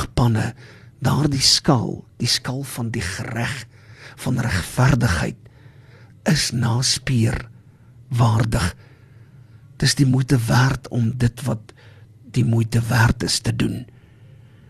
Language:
Afrikaans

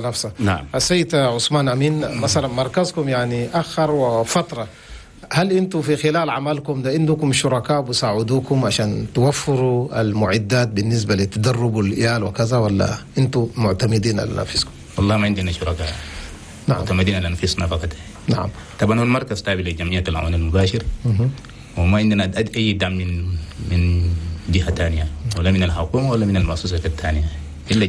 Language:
Chadian Arabic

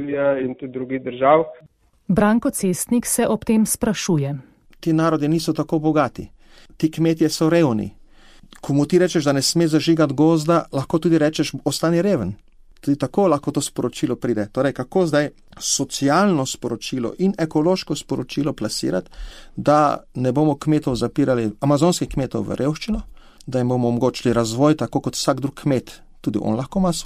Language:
Slovenian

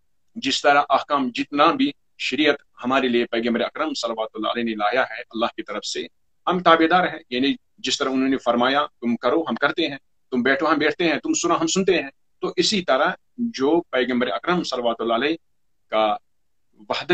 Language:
Urdu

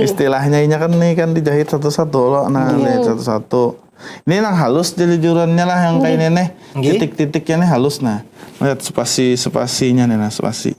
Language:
Banjar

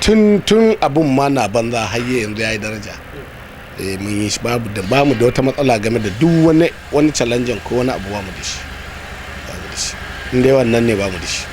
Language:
Hausa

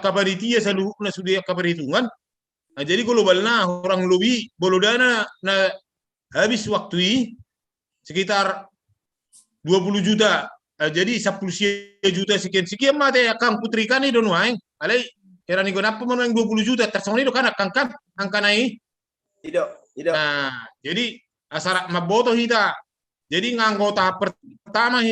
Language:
Batak Toba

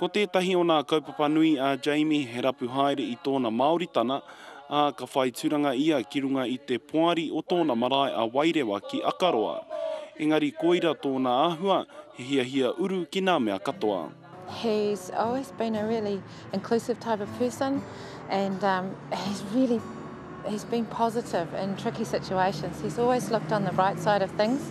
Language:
Māori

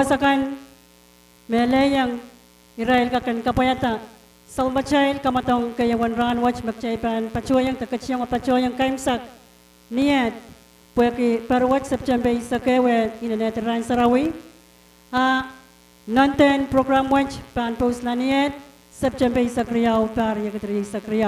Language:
Pohnpeian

